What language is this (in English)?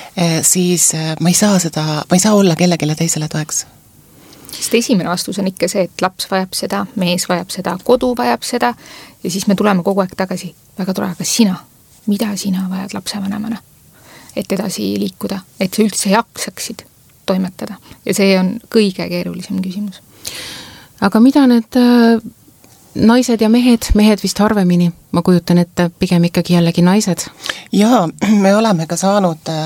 Estonian